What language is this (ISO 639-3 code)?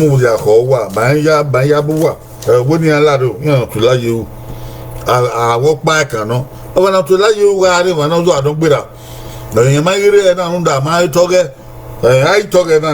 bin